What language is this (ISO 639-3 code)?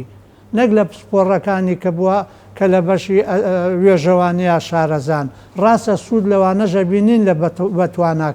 ckb